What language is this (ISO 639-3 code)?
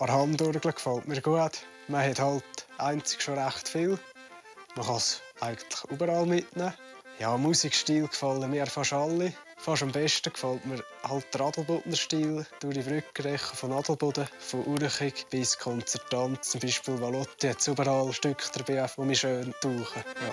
gsw